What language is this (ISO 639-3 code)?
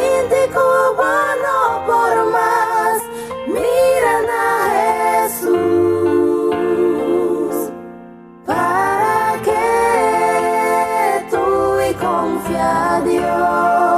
pap